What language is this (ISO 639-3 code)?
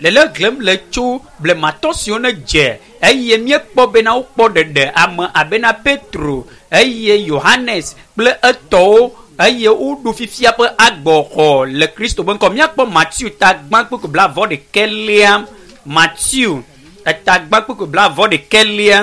ewe